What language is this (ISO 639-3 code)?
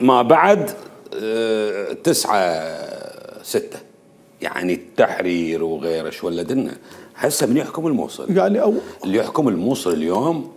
acm